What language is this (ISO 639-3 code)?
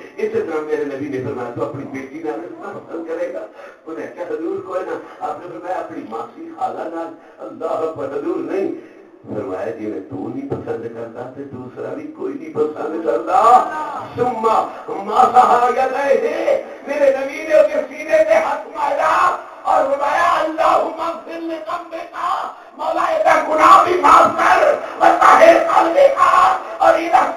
skr